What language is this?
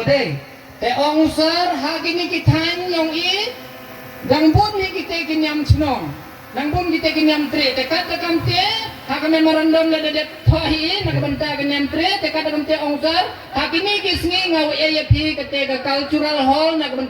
Karbi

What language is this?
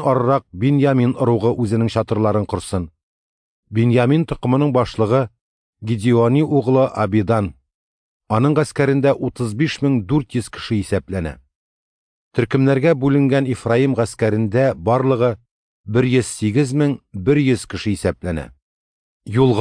Tatar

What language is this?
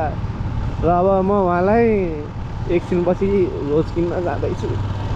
Nepali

